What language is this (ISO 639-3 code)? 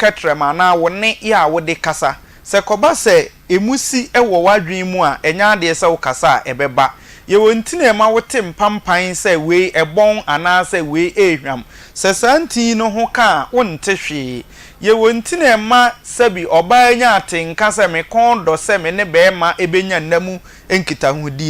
aka